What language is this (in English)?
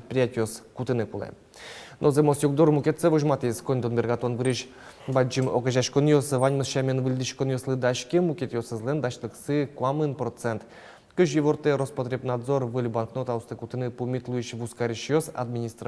Udmurt